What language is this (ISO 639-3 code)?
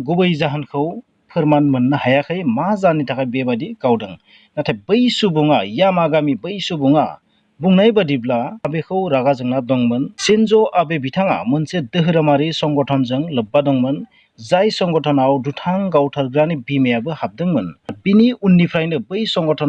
brx